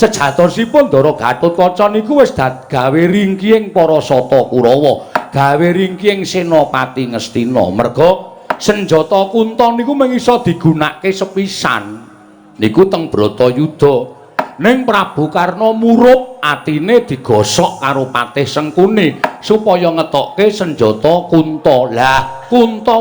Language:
Javanese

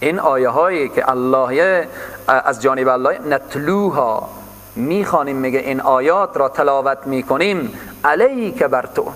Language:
Persian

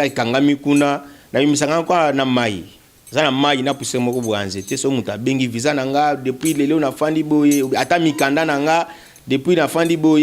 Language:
Lingala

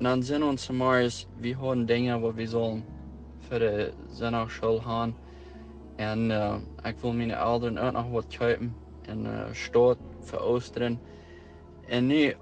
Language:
Plautdietsch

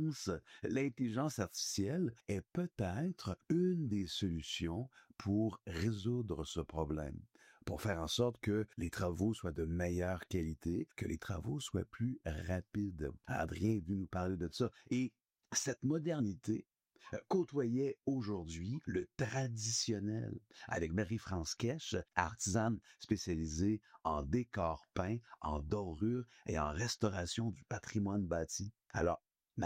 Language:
French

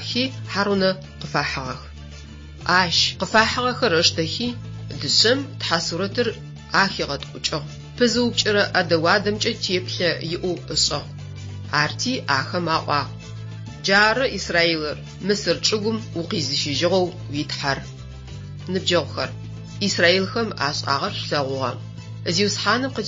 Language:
Adyghe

